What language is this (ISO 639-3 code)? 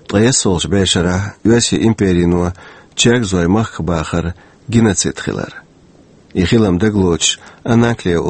che